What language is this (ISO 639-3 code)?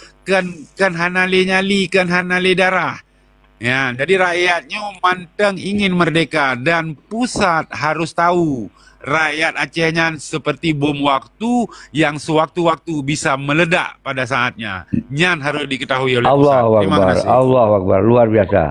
ace